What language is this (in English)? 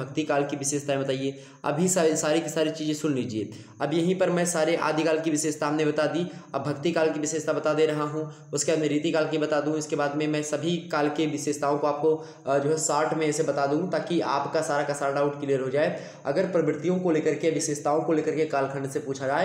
Hindi